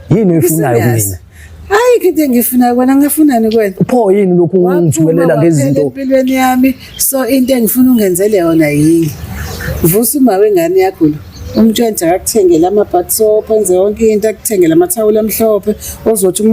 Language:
Zulu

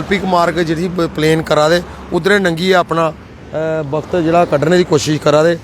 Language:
Dogri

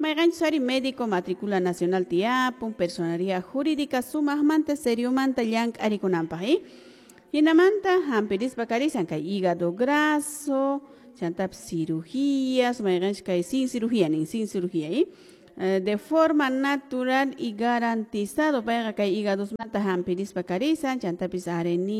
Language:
Quechua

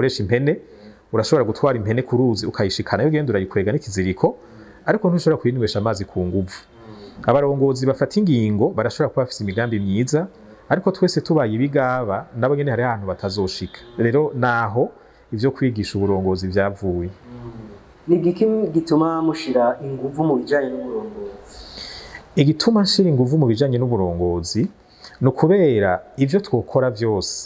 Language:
Rundi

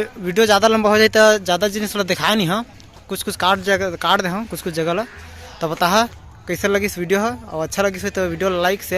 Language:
Chhattisgarhi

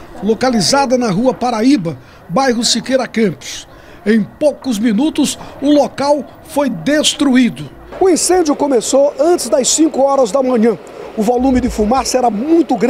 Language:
Portuguese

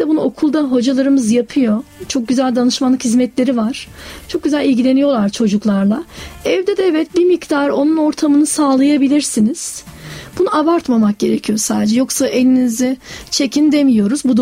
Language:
Turkish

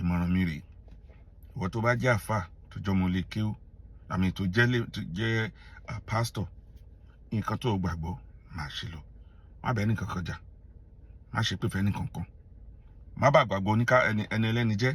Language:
Yoruba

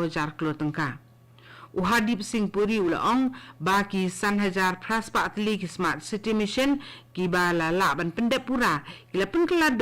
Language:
Khasi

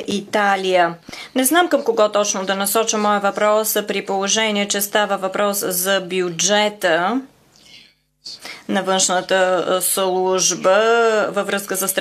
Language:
Bulgarian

